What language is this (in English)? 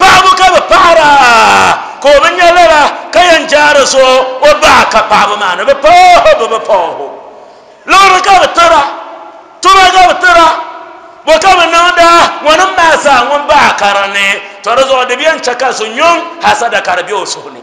Dagbani